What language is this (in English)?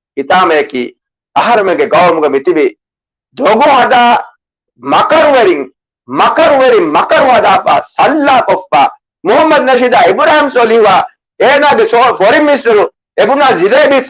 Divehi